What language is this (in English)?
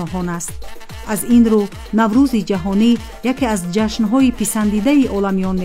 Tajik